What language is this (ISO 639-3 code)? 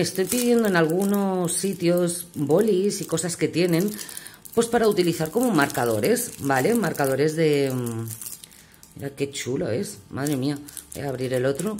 spa